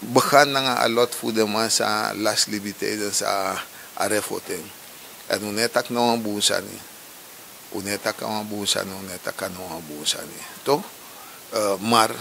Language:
Sranan Tongo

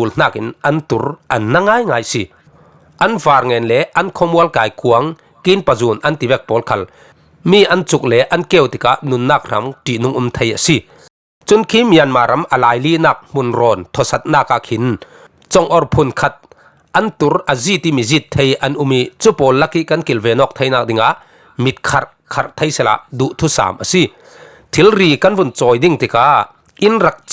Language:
Falam Chin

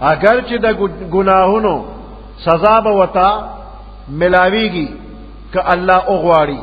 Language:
Pashto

